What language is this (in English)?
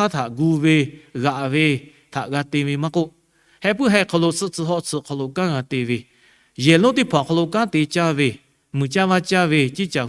Lahu